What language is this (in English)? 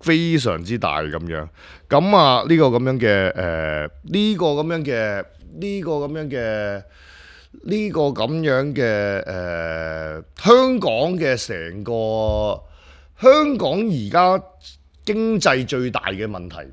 Cantonese